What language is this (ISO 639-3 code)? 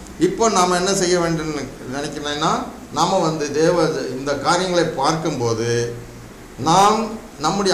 tam